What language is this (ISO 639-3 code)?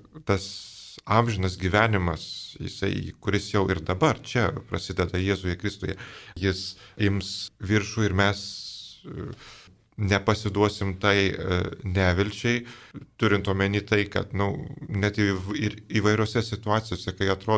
lit